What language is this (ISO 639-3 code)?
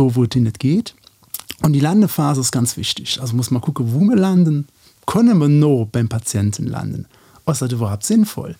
ltz